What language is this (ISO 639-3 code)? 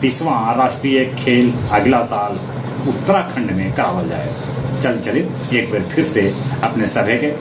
mag